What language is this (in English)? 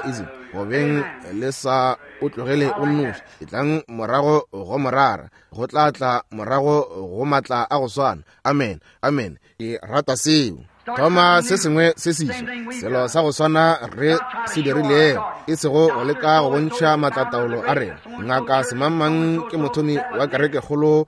Northern Sotho